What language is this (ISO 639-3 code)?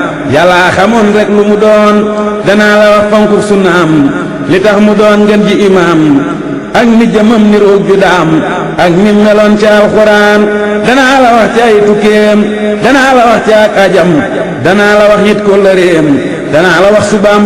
wol